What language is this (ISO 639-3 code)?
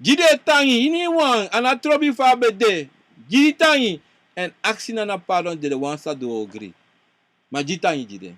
srn